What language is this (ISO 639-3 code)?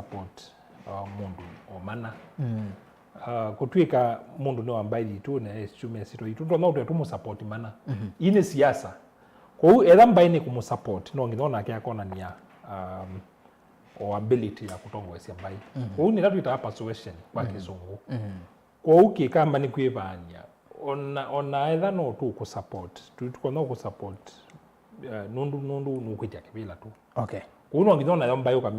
kam